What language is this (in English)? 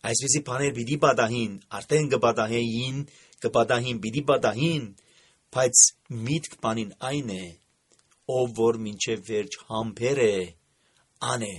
Armenian